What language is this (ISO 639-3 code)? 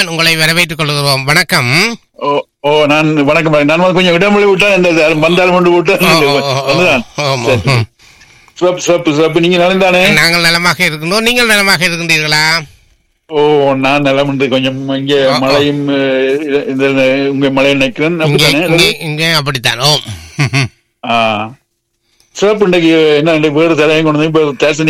tam